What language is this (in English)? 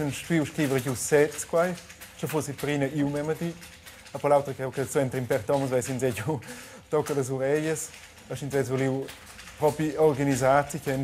Romansh